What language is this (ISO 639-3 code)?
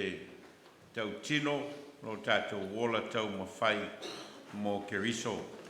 smo